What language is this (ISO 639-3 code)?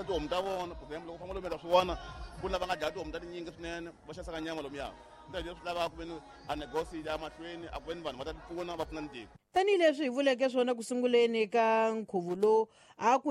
tso